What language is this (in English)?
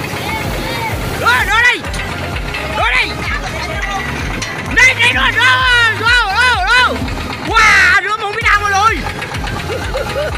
Vietnamese